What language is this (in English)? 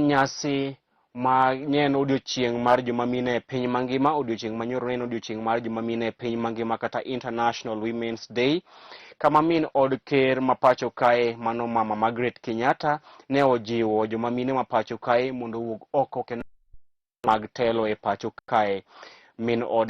Luo (Kenya and Tanzania)